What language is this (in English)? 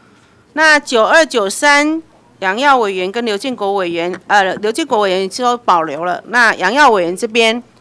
Chinese